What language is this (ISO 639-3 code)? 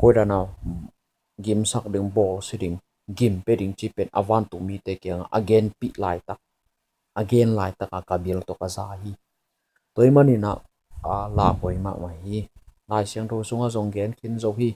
ctd